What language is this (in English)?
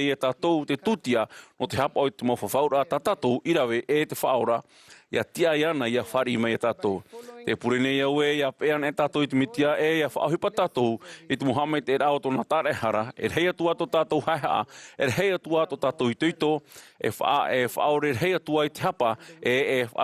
Tahitian